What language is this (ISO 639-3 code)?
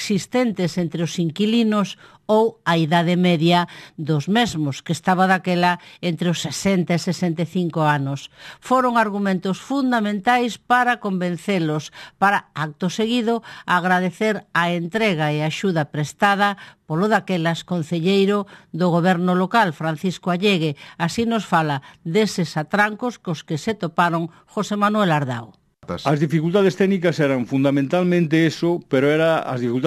glg